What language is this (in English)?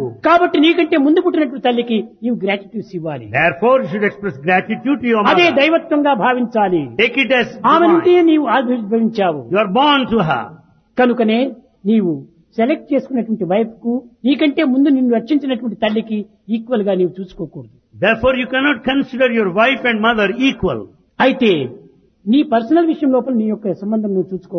Telugu